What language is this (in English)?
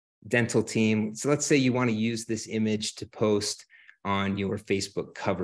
English